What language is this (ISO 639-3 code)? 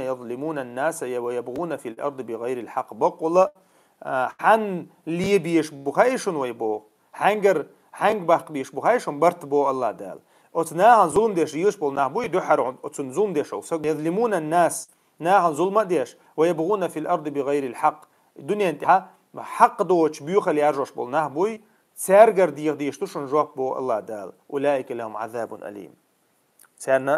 che